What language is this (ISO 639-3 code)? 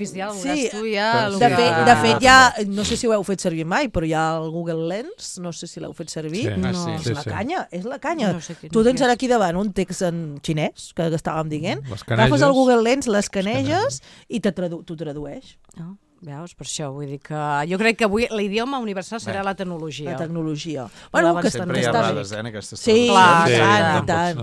cat